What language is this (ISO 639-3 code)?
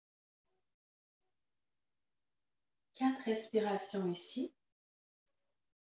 fra